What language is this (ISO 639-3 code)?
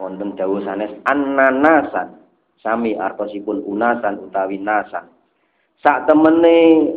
jav